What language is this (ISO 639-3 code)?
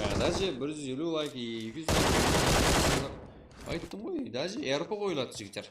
kaa